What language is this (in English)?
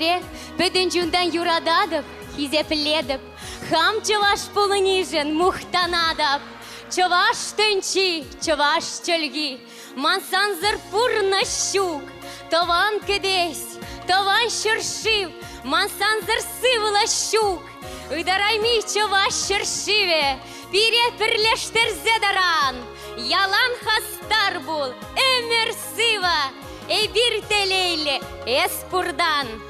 Chuvash